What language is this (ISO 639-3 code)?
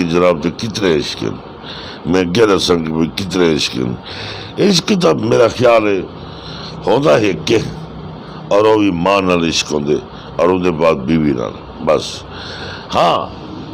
skr